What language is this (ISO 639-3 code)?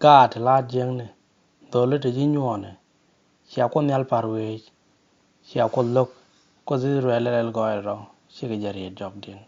nus